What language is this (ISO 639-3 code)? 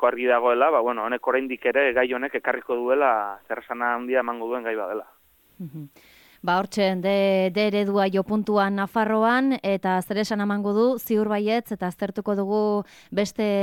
eus